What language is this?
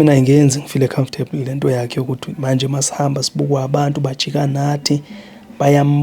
Zulu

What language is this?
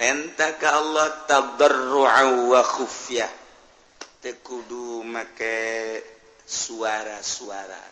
Sundanese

